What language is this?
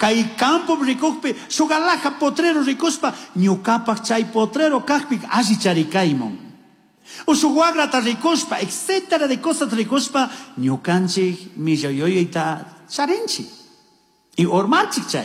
Chimborazo Highland Quichua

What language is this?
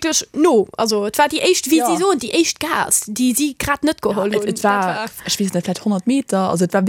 Luxembourgish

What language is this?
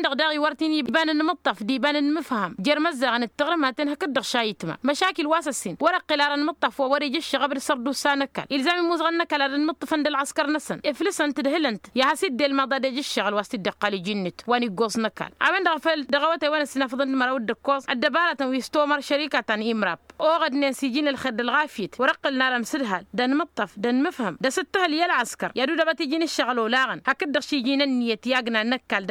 Tamasheq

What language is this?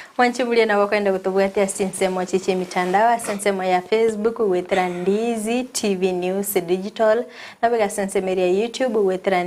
Gusii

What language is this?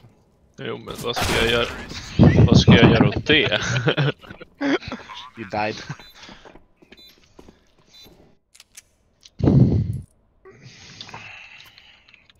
Swedish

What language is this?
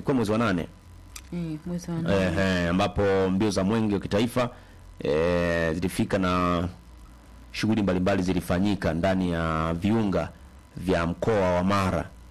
Swahili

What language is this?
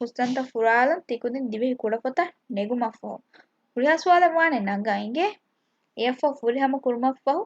Divehi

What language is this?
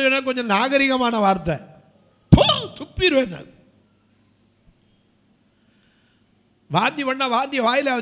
Tamil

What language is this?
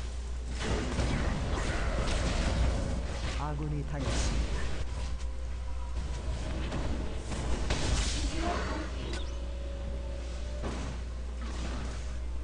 Korean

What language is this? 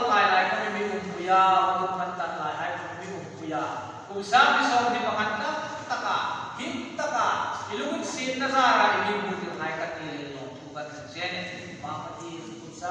Hmar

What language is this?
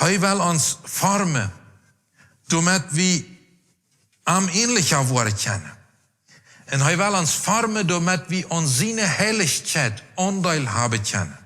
Plautdietsch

